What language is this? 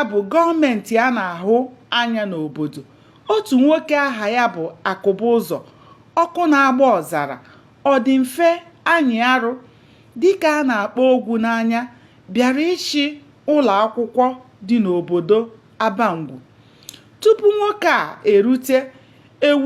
Igbo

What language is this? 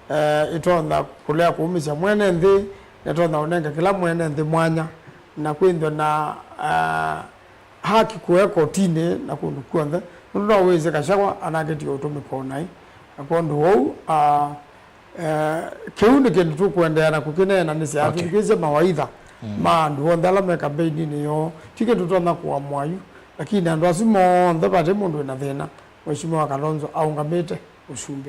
Kamba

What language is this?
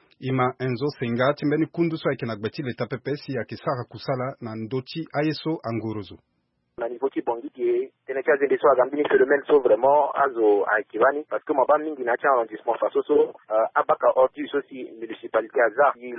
Sango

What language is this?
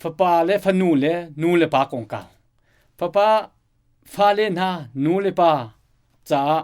Hakha Chin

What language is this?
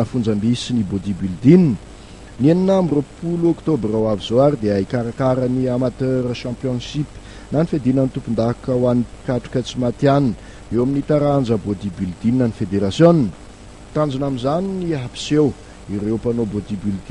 Malagasy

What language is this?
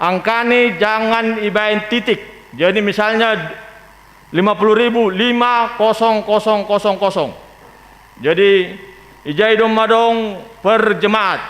Batak Simalungun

